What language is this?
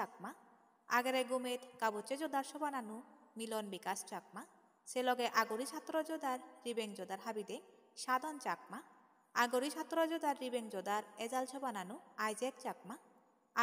Chakma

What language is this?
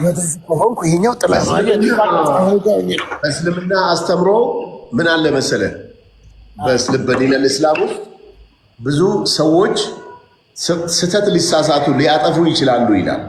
Amharic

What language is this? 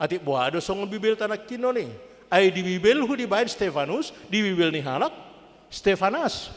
Batak Toba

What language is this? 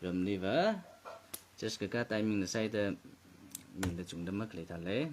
Tangkhul Naga (India)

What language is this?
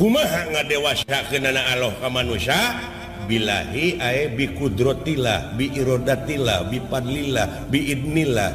Sundanese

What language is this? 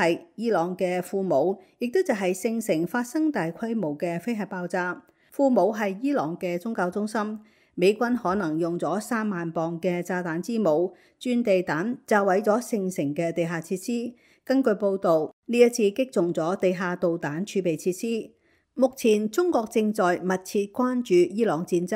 Cantonese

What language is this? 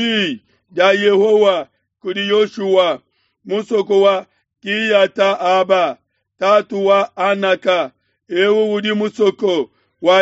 Luba-Lulua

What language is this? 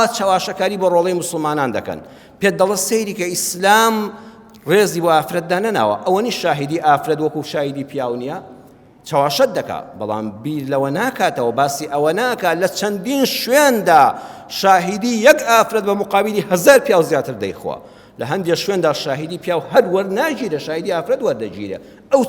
Central Kurdish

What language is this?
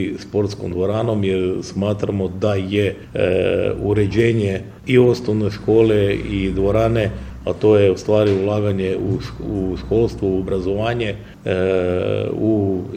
Croatian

